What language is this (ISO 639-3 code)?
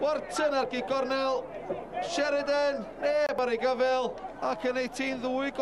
cym